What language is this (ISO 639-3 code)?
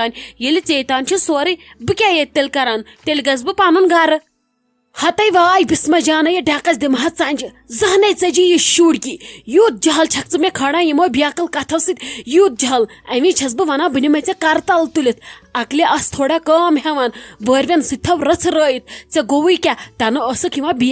kas